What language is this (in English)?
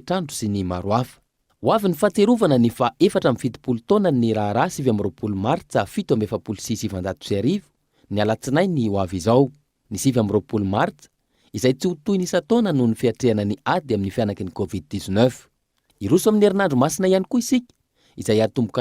Malagasy